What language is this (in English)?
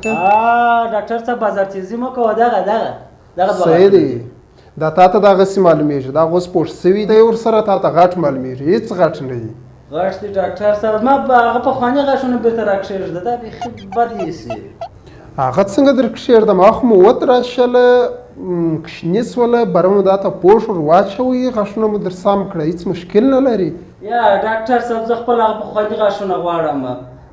Pashto